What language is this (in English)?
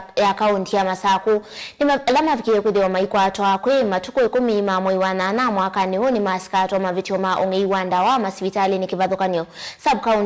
Kamba